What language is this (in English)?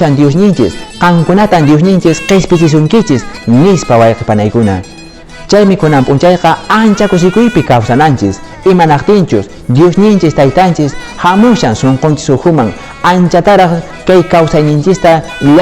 Quechua